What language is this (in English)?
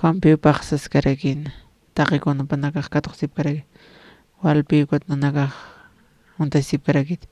Aymara